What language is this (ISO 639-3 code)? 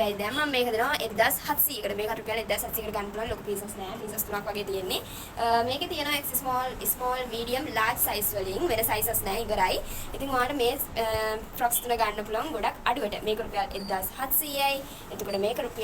sin